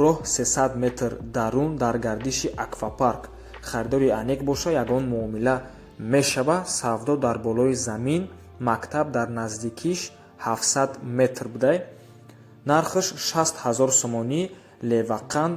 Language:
Tajik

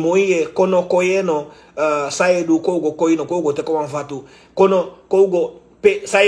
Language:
Sranan Tongo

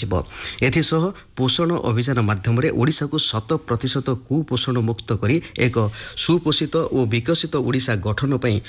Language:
Odia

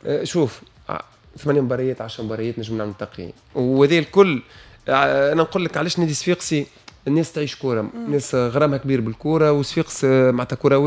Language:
Tunisian Arabic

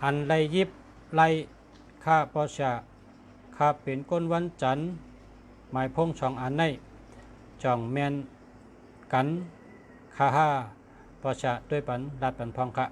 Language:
Shan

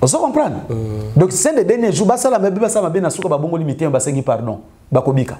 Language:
Lingala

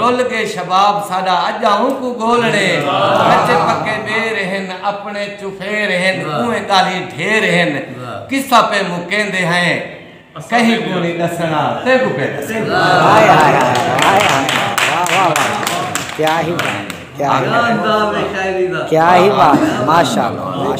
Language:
Saraiki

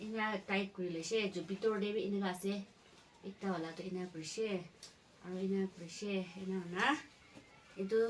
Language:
Naga Pidgin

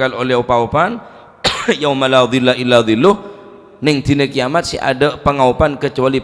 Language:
Madurese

